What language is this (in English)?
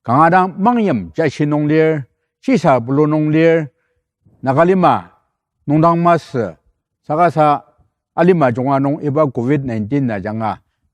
Ao Naga